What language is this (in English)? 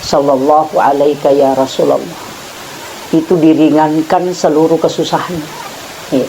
Buginese